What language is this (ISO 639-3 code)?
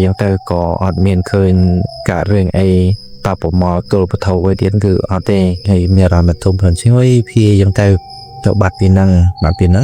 khm